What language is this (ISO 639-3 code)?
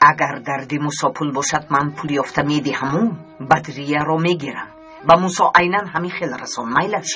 tgk